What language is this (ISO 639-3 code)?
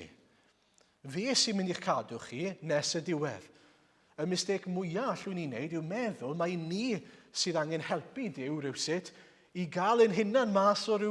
cym